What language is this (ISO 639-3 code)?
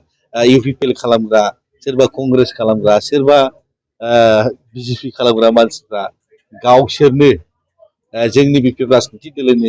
brx